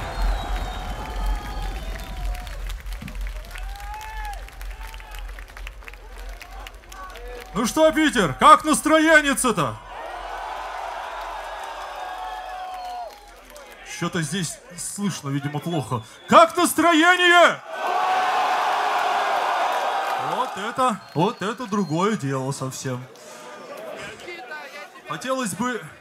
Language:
Russian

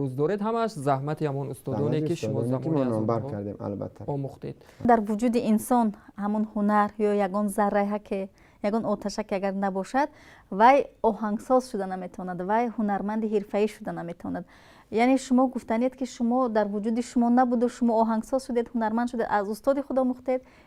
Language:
Tajik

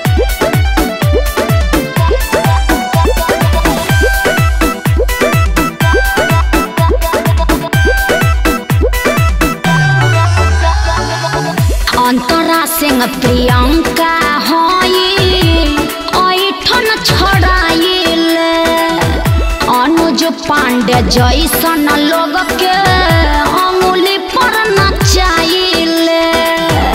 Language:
Bhojpuri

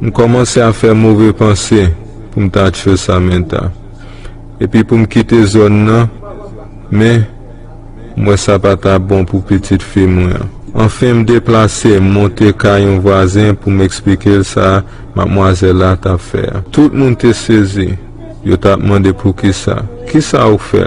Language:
Haitian Creole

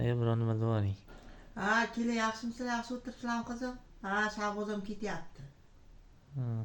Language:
Uzbek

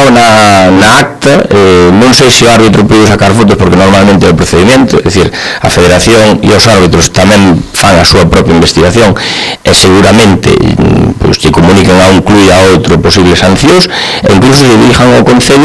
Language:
Galician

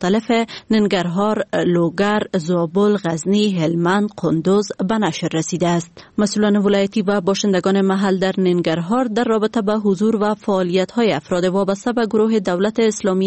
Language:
Persian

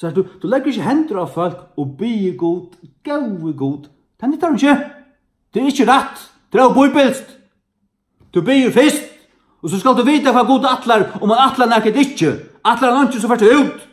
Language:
Faroese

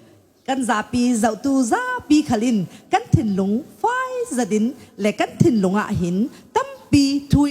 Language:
Falam Chin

